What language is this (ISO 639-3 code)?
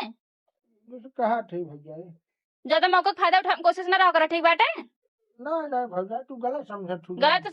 bho